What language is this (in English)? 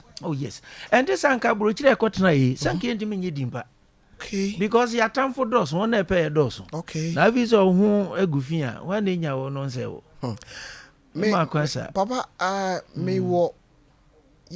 Akan